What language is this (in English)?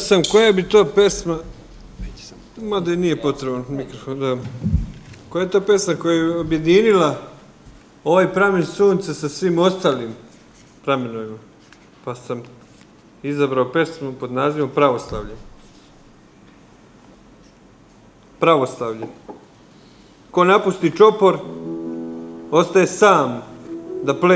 Serbian